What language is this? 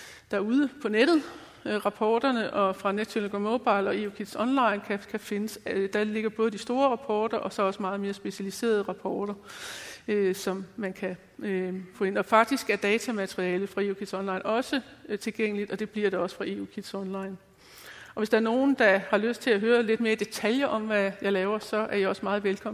Danish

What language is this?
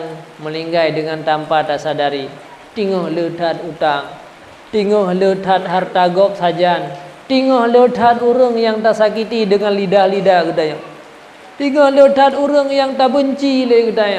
Achinese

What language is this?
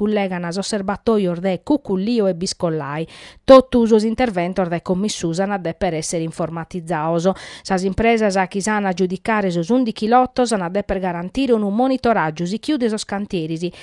Sardinian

